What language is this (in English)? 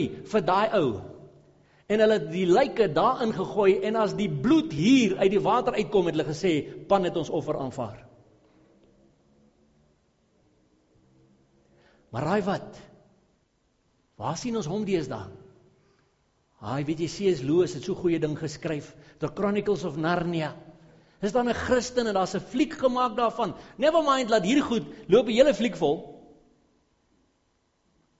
Afrikaans